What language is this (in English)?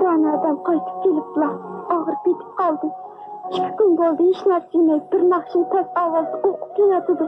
Uyghur